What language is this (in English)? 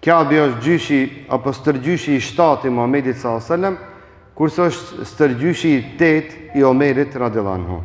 Albanian